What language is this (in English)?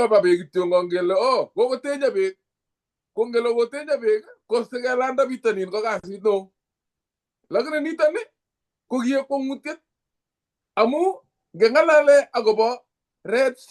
Kalenjin